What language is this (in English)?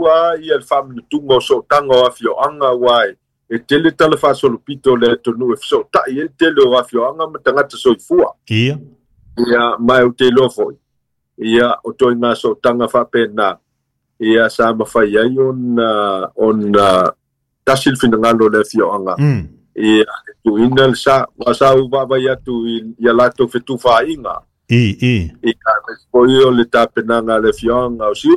Samoan